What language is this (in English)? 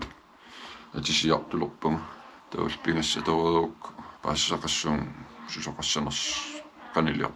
Kalaallisut